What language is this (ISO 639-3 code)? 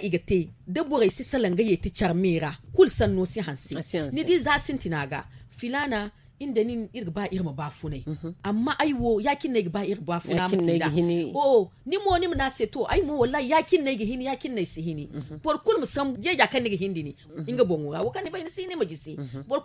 dje